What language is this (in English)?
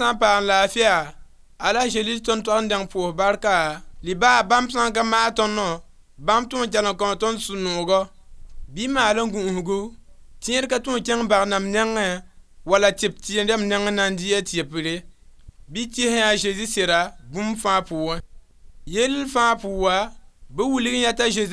Mossi